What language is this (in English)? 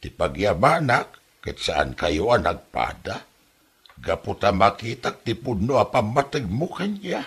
Iloko